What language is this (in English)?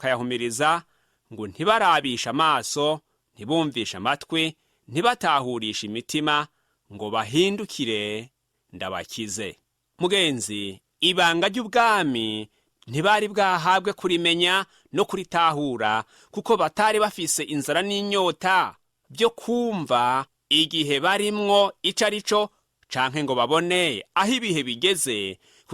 Rundi